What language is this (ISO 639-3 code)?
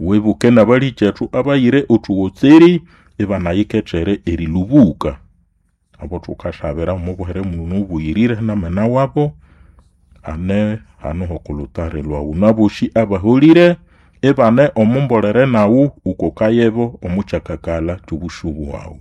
nnb